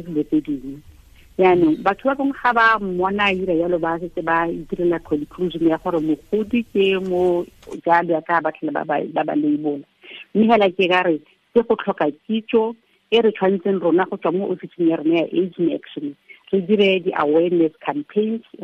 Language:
Tswana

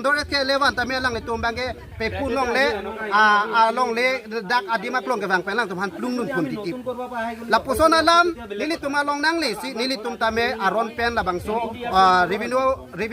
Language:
Karbi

